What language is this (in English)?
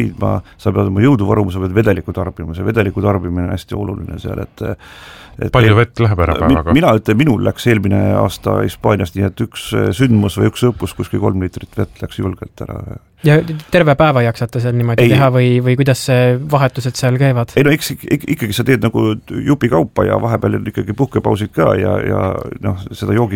Estonian